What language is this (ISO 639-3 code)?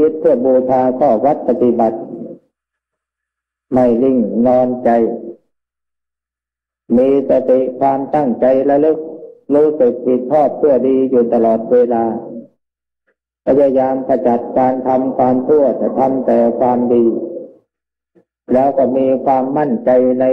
tha